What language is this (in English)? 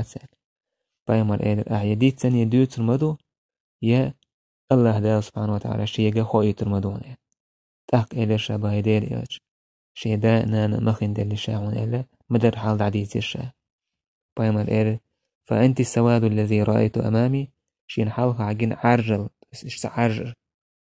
Chechen